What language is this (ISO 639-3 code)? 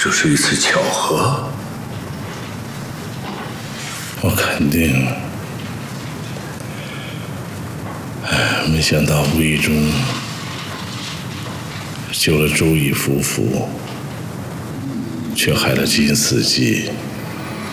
zho